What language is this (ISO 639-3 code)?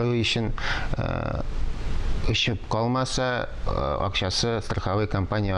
tat